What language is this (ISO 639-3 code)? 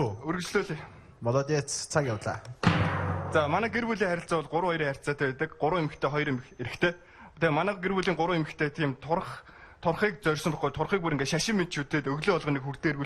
mon